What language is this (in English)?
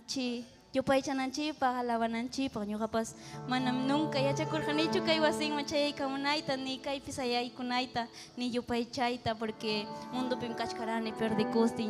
Ayacucho Quechua